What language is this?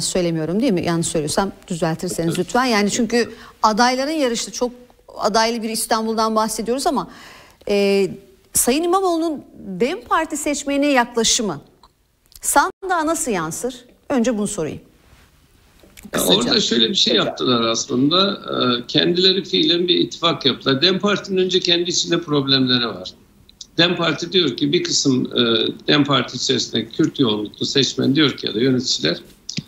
Turkish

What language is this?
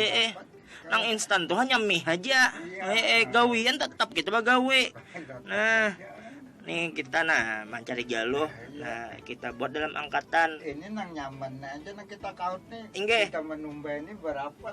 Banjar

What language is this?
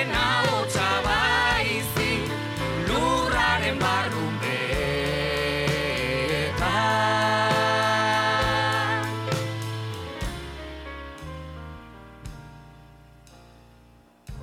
Basque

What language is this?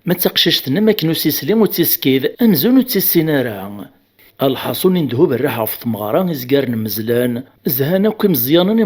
Kabyle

